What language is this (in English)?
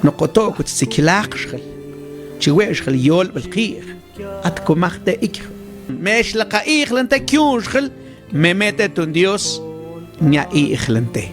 Mam